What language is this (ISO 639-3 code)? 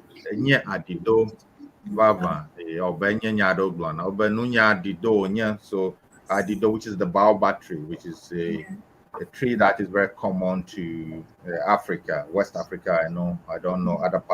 ewe